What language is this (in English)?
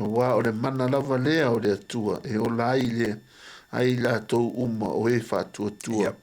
Samoan